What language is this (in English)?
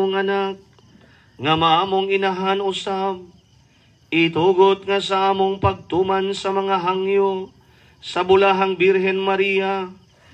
Cebuano